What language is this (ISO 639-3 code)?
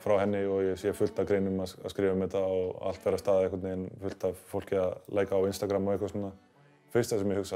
isl